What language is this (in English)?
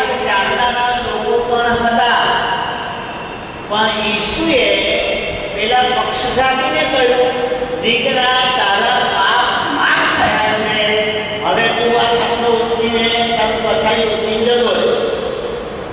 Gujarati